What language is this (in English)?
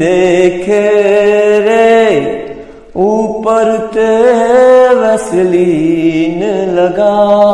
Rajasthani